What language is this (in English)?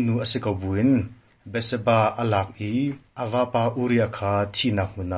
Hakha Chin